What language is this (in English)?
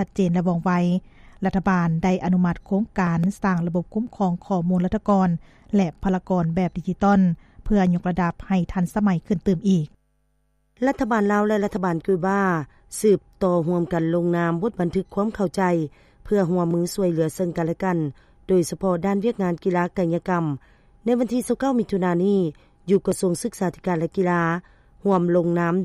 Lao